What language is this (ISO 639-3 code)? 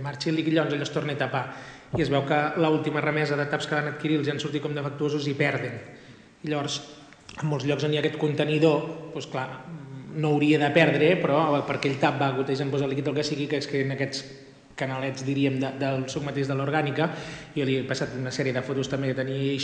cat